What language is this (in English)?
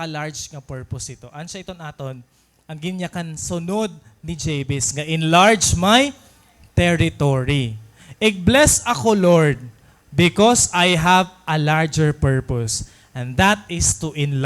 Waray